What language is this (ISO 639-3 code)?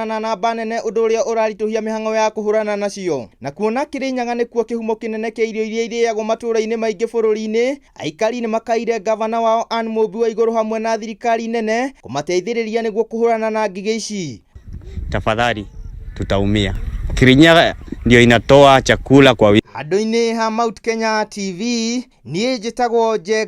kik